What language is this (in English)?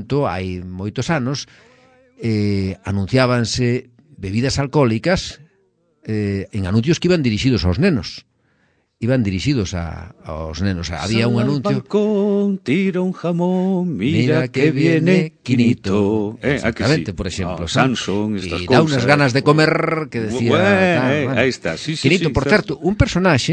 Galician